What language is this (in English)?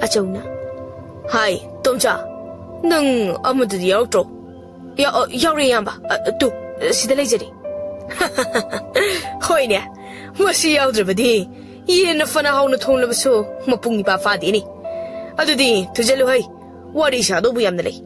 Manipuri